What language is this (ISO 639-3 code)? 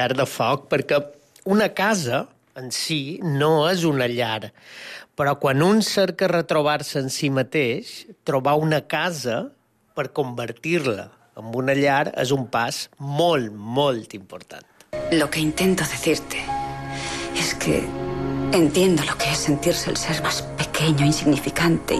cat